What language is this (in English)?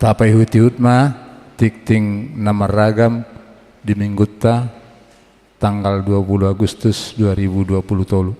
Batak Toba